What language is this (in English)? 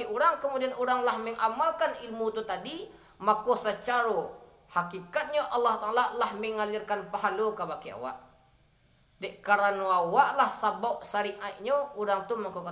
Minangkabau